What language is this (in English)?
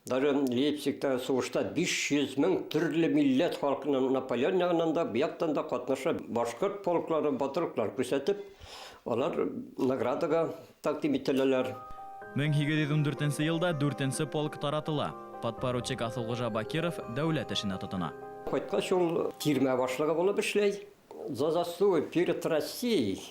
Bashkir